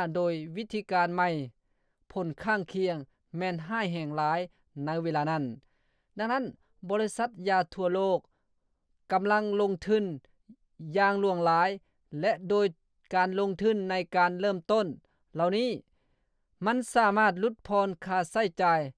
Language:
Lao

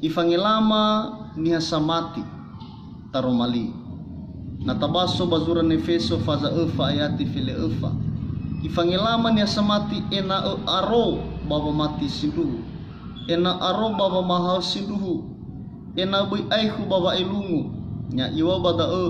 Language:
Nias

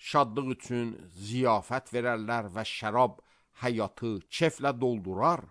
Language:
Azerbaijani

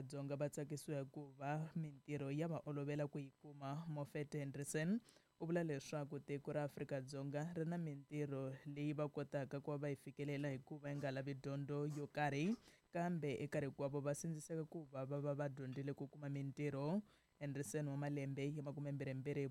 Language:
Tsonga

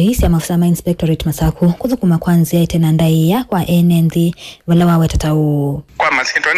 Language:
Kamba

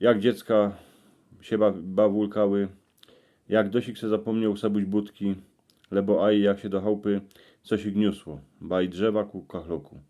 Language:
Silesian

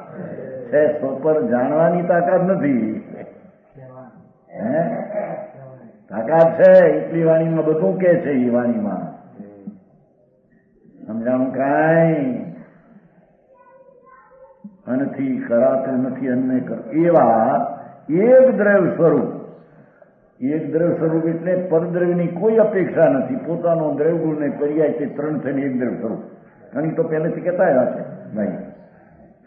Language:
Gujarati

